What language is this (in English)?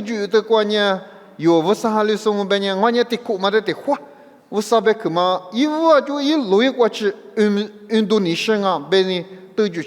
Lisu